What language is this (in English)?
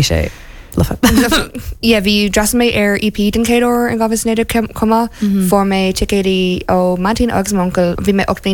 Irish